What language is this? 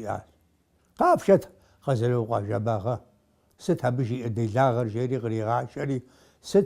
Kabardian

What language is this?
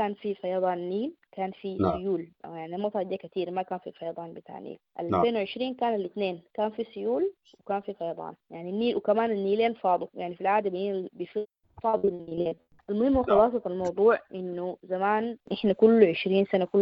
Sudanese Arabic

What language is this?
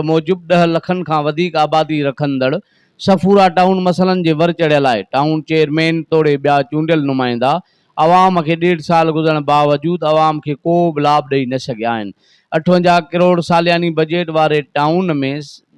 Sindhi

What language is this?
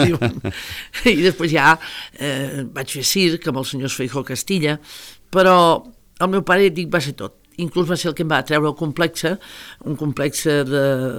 Catalan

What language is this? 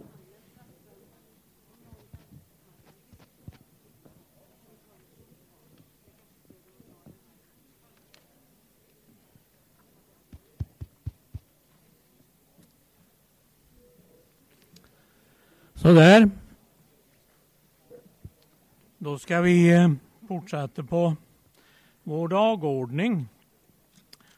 Swedish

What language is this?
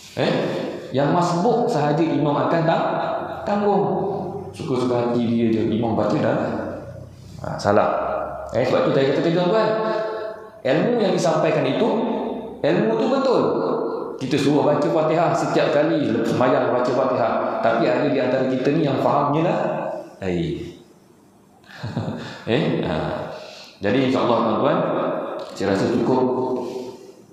Malay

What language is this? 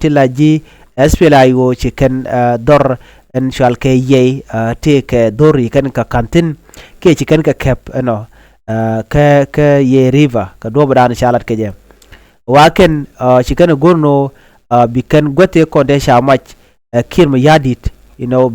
Nuer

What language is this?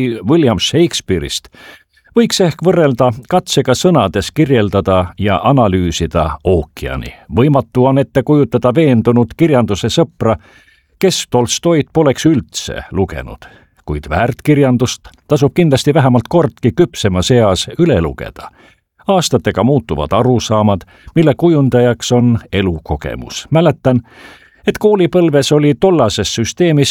Estonian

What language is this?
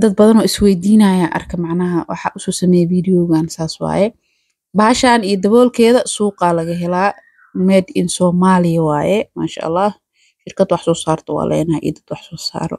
Somali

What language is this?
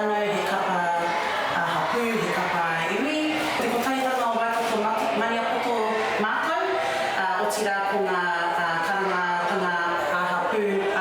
Māori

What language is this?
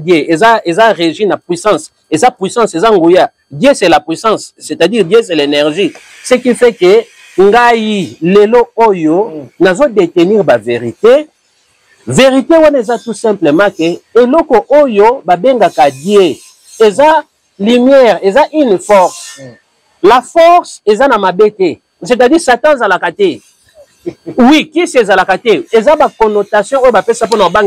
Lingala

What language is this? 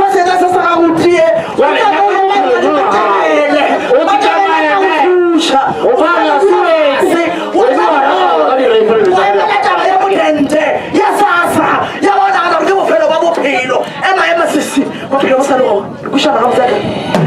Northern Sotho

